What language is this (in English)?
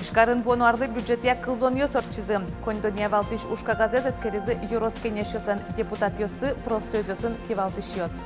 Udmurt